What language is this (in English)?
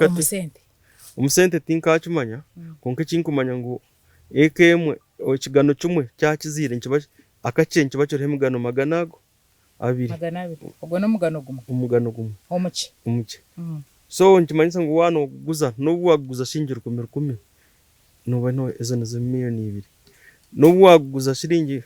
Nyankole